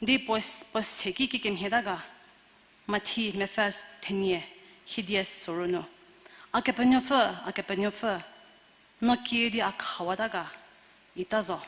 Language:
Angami Naga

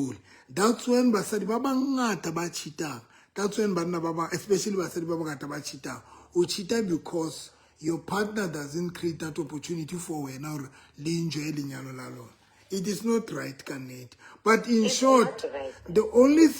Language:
Southern Sotho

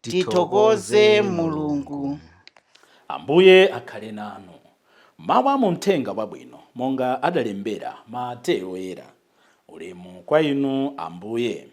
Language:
Nyanja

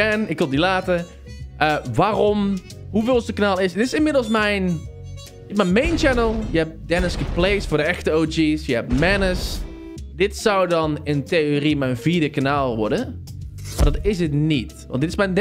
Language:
Dutch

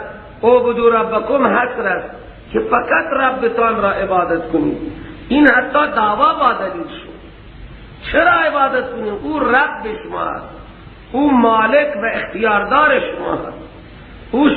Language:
Persian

